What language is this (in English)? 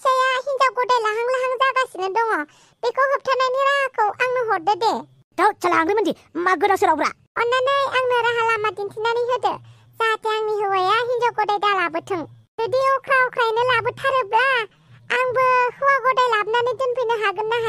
Bodo